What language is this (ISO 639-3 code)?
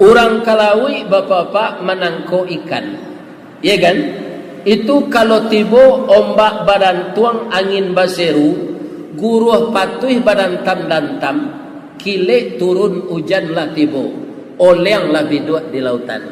min